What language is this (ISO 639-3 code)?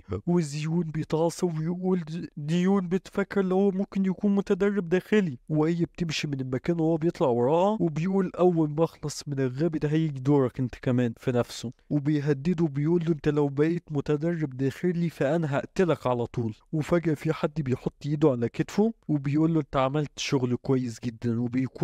arz